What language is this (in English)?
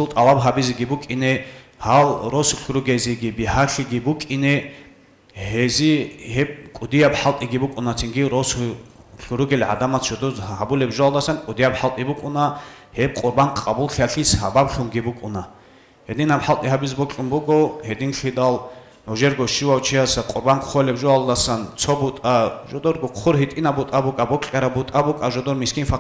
Avaric